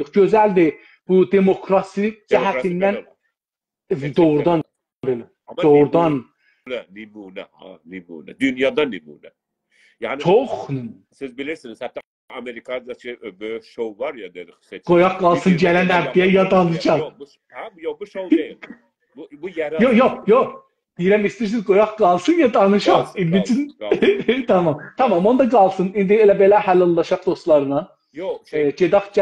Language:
South Azerbaijani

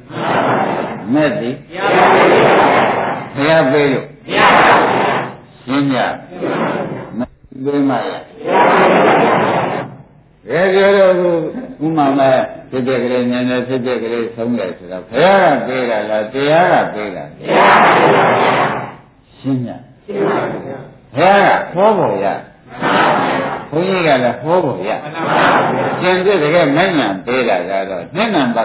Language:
Burmese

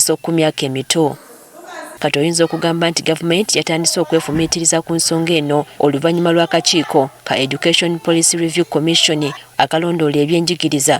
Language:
Ganda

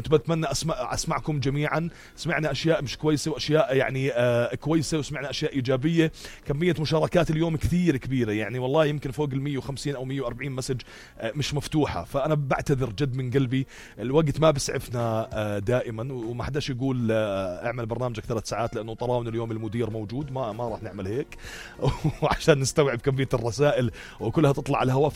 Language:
North Levantine Arabic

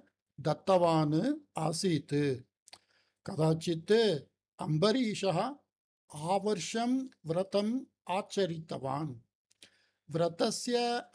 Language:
Sanskrit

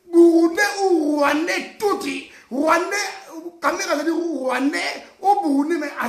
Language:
Lingala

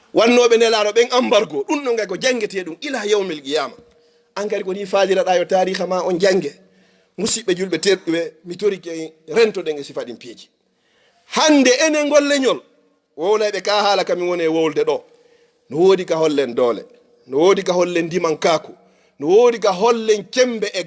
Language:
Fula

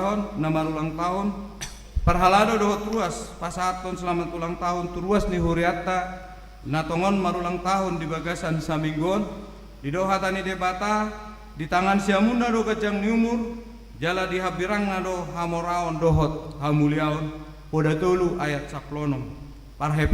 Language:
Batak Toba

